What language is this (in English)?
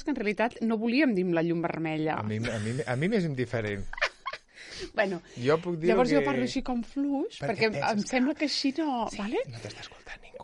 Catalan